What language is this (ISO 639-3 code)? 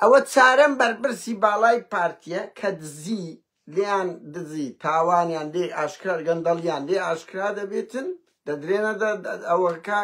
ckb